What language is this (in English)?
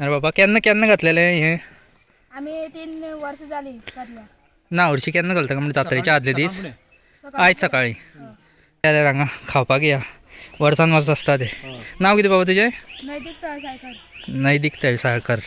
Konkani